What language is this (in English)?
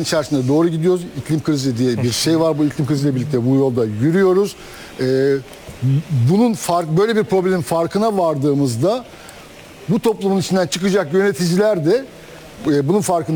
Turkish